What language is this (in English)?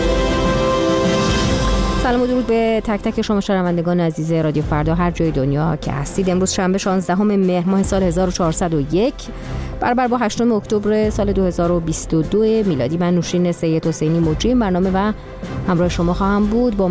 Persian